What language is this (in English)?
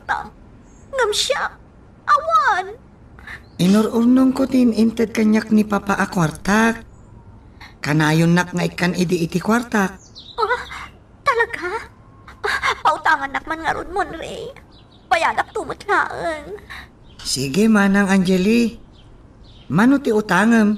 Iloko